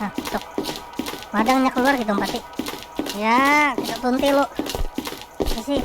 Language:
Banjar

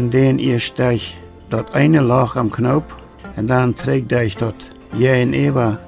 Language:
Plautdietsch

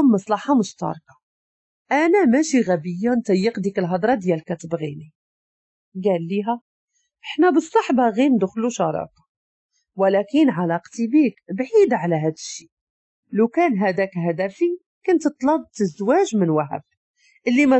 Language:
Moroccan Arabic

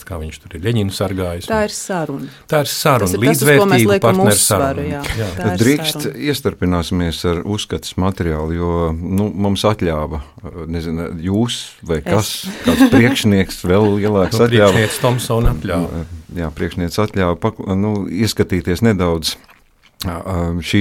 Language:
Latvian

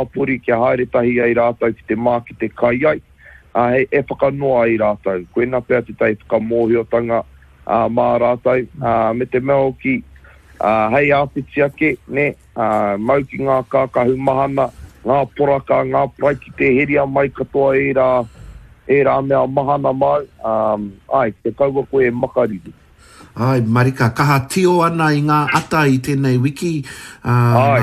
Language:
Māori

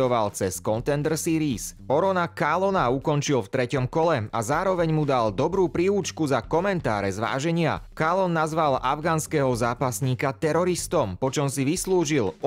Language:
Slovak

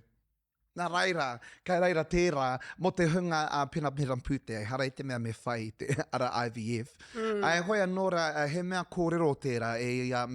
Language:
Māori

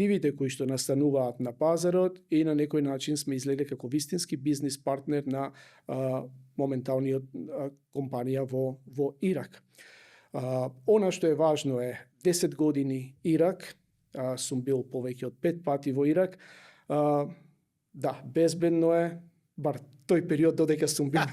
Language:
Macedonian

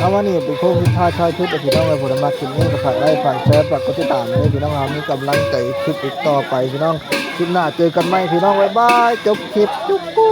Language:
Northeastern Thai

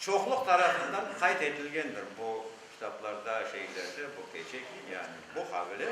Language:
Crimean Tatar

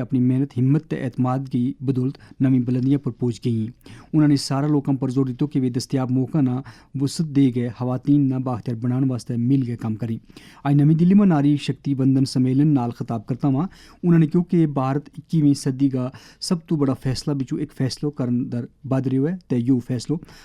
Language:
Gujari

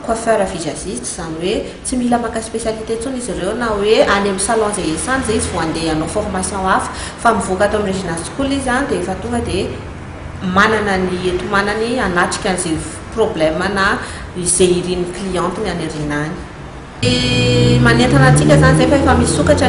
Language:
Malagasy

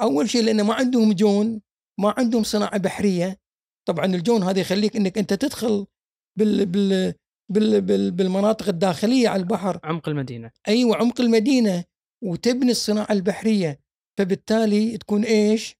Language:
Gulf Arabic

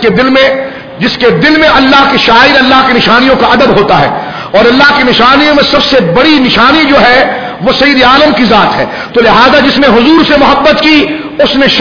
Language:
Urdu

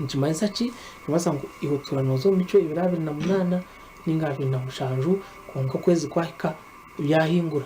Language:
Nyankole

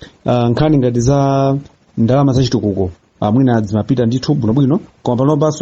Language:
Nyanja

